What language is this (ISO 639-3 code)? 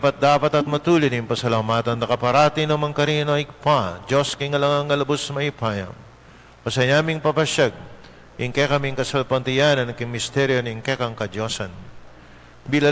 pam